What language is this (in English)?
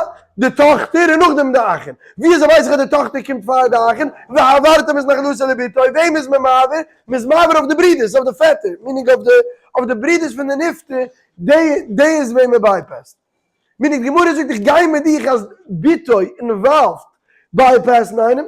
Yiddish